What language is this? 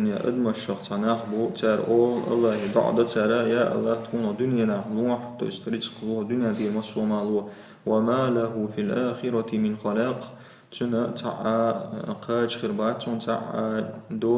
Chechen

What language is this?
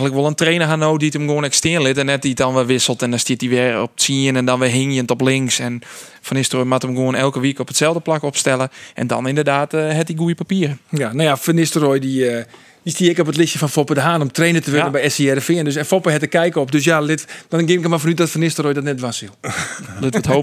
Western Frisian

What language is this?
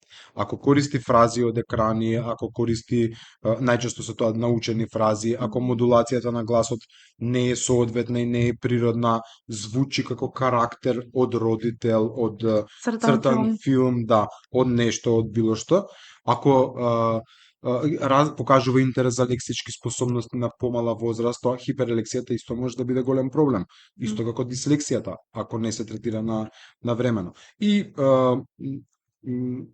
Macedonian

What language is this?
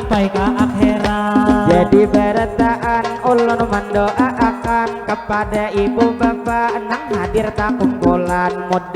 Banjar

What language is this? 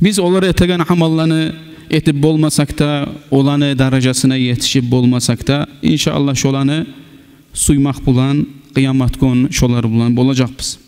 Kumyk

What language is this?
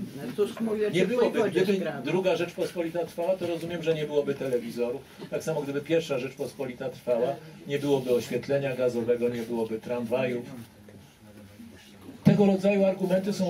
Polish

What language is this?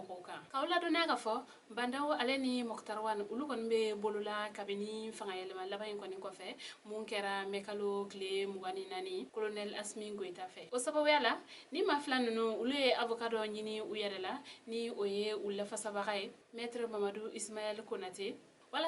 Bambara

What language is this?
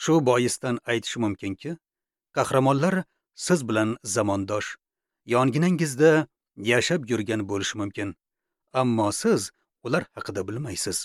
Uzbek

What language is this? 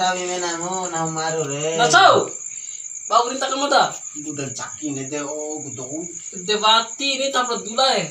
Bima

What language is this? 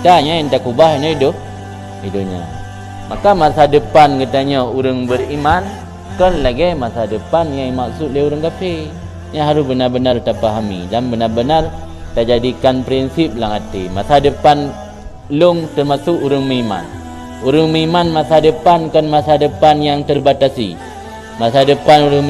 Achinese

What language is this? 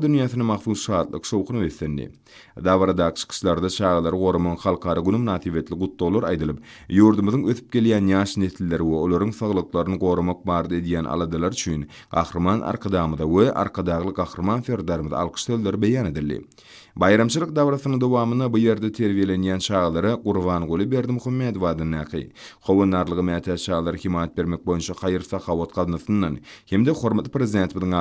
Turkmen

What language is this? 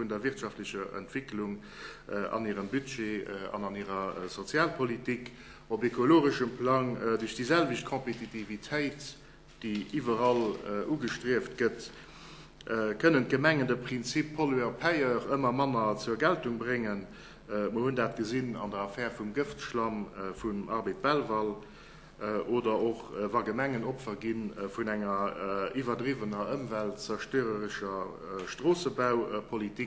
Luxembourgish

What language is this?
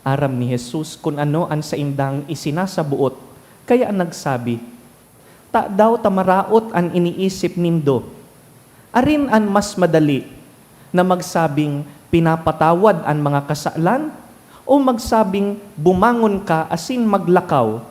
Bikol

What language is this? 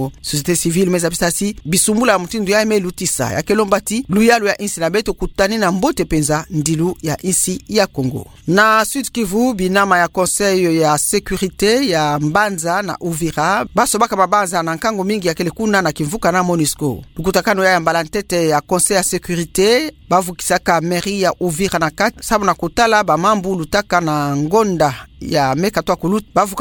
Kituba (Democratic Republic of Congo)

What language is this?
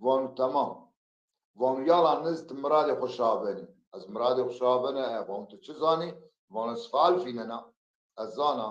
Zaza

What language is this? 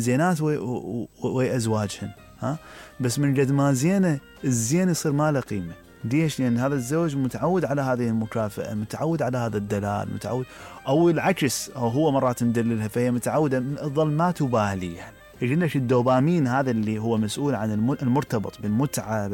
Mesopotamian Arabic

